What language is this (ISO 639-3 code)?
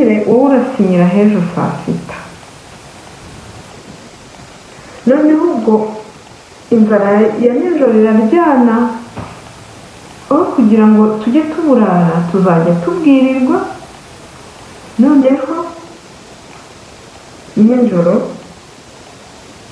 kin